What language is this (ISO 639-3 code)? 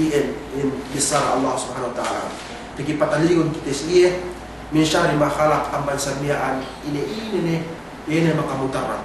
yka